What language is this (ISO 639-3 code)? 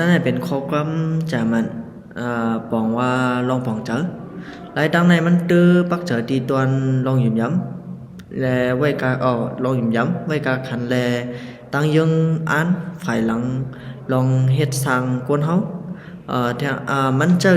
shn